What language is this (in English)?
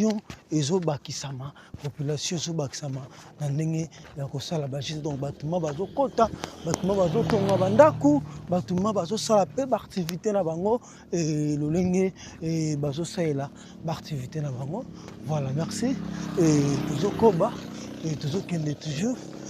Lingala